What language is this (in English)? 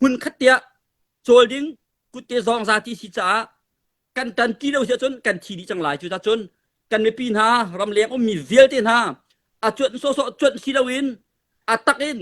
Hakha Chin